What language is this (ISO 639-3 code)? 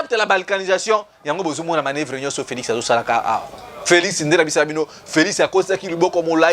lin